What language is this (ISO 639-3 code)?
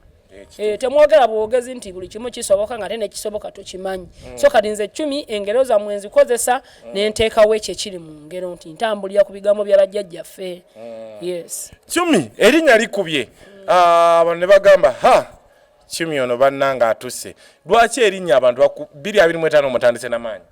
lug